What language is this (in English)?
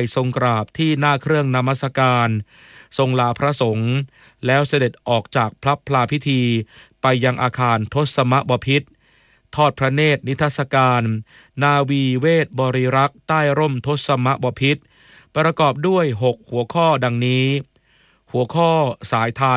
Thai